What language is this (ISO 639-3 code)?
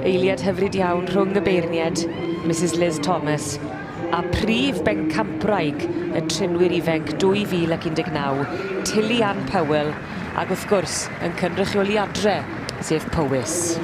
cym